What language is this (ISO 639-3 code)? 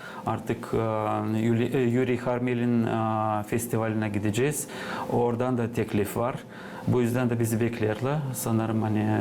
gag